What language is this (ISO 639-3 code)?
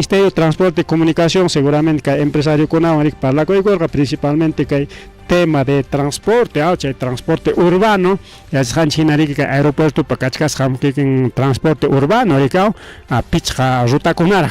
quy